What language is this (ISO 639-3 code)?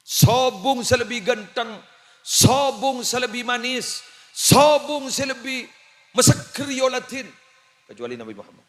mad